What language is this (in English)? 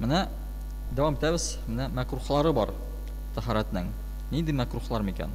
Tatar